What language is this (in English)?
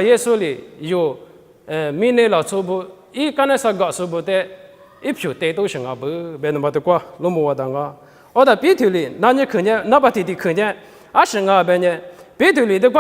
Lisu